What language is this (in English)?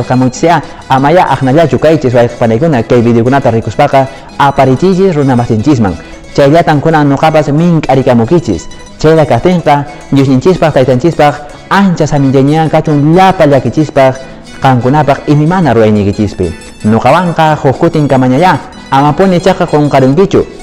Quechua